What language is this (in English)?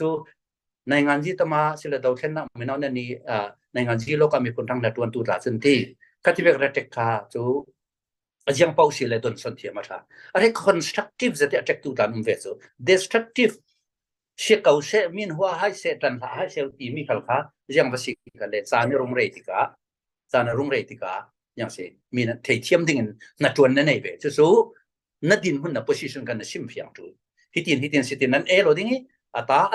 Falam Chin